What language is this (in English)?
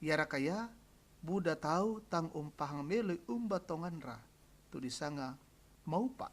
Toraja-Sa'dan